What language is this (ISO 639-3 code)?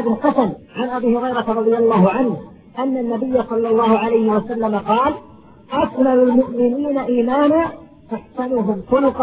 ara